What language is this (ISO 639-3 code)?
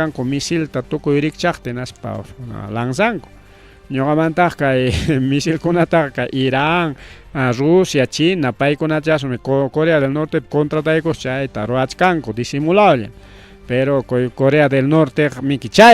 quy